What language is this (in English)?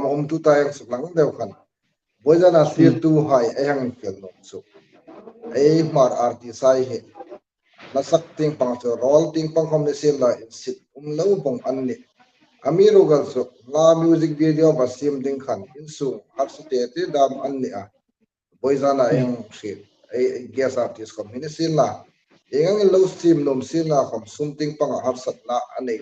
Hmar